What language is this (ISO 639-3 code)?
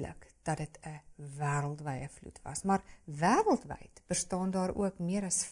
afr